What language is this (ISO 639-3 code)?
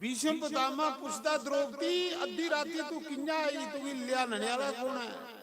doi